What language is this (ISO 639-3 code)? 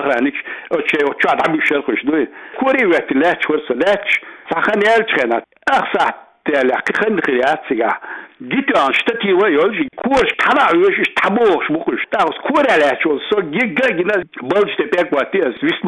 che